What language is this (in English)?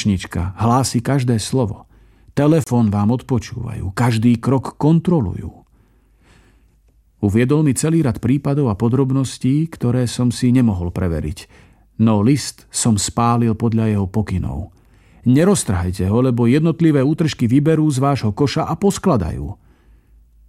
Slovak